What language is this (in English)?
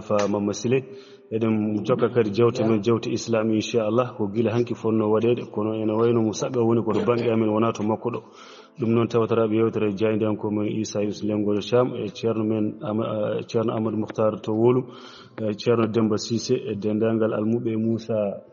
Fula